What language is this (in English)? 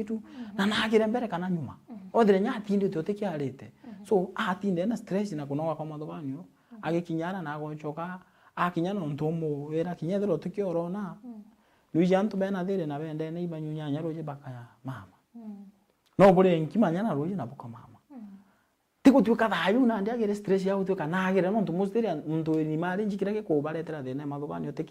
Meru